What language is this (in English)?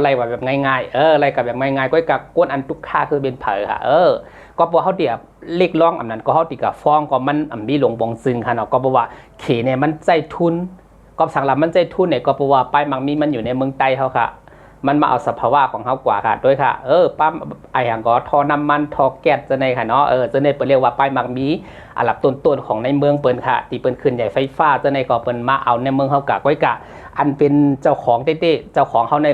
Shan